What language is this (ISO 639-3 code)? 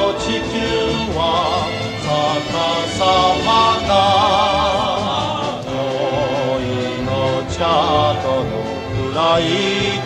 jpn